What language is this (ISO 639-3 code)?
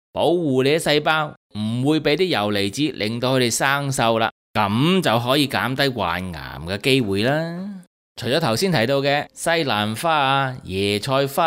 yue